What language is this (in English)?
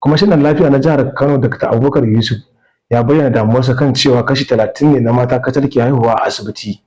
Hausa